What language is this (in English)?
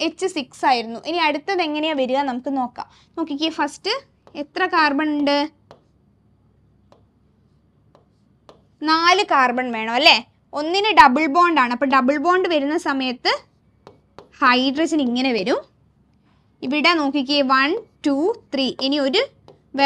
Malayalam